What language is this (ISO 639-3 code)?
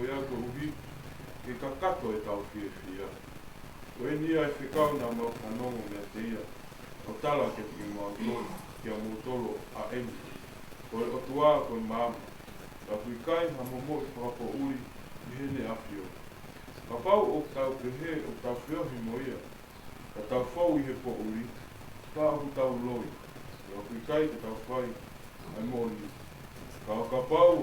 ton